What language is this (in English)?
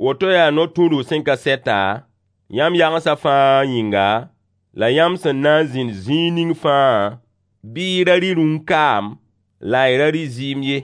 Mossi